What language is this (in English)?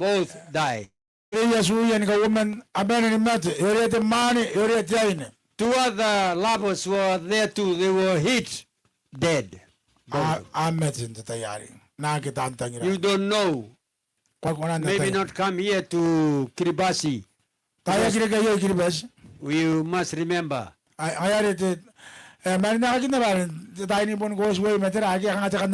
Gilbertese